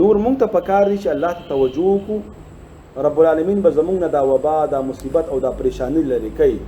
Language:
Pashto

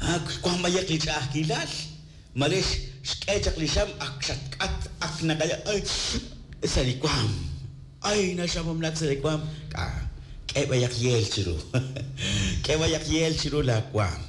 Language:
Kekchí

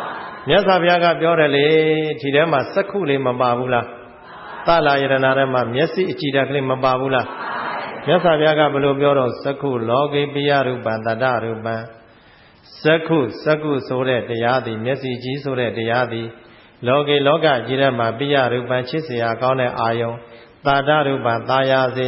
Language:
Burmese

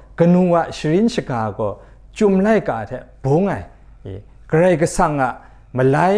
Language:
Kachin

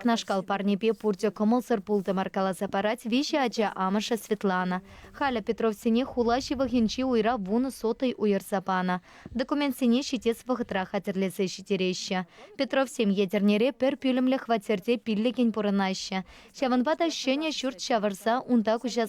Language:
Chuvash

